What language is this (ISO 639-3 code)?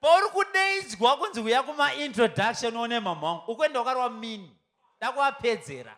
sna